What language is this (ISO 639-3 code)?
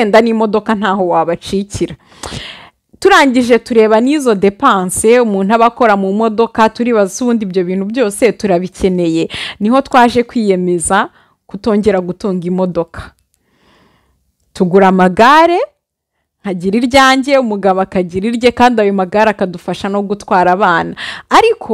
kin